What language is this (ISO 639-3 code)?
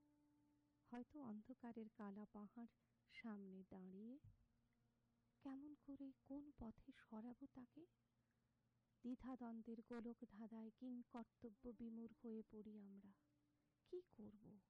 ben